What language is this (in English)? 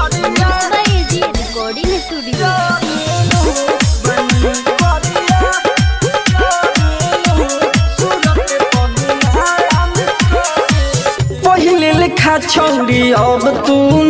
Bhojpuri